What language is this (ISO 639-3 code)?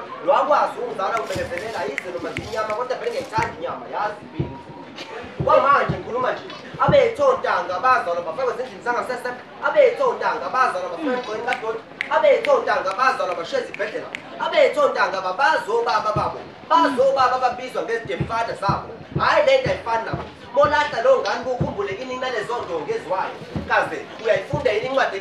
zul